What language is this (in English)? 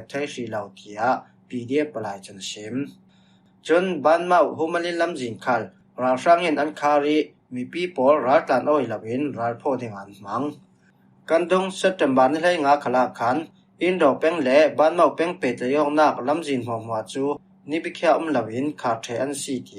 Falam Chin